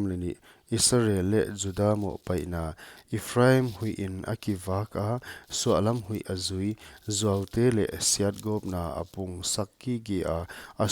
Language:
Paite Chin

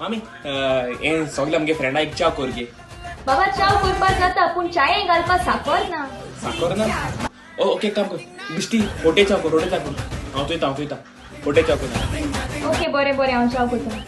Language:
Konkani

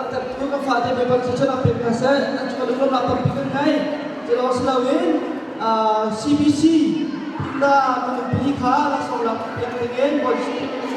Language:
Hakha Chin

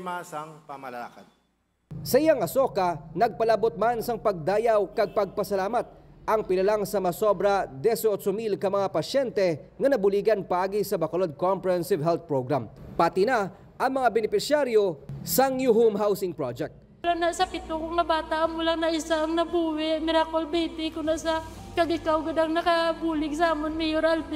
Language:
Hiligaynon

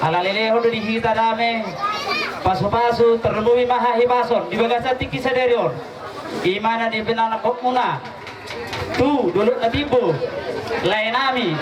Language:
Batak Toba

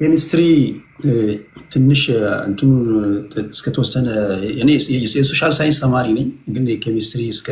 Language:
Amharic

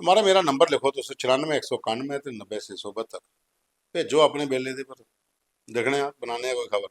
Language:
Dogri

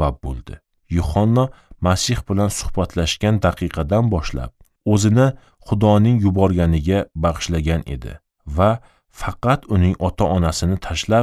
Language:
Uzbek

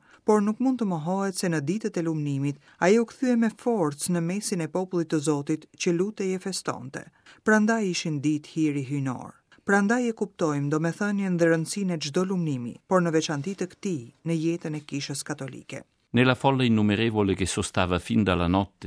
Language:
Albanian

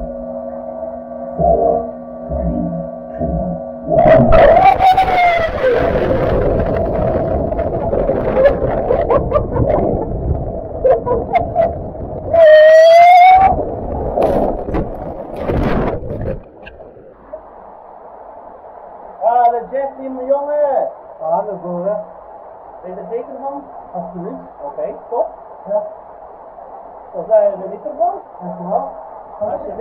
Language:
Dutch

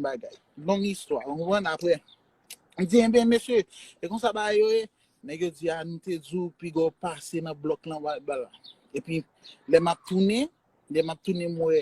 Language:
Haitian Creole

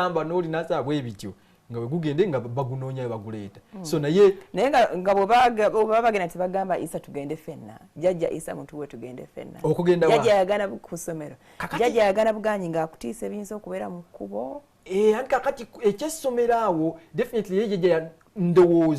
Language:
Ganda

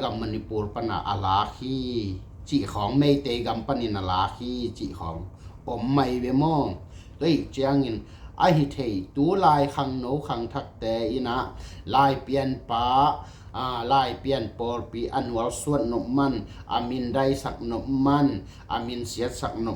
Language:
Tedim Chin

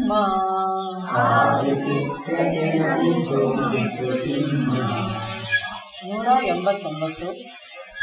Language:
Kannada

